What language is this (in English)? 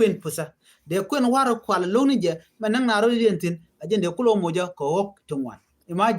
Nuer